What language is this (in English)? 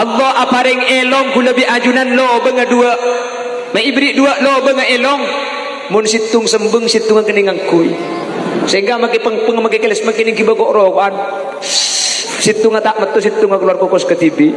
Madurese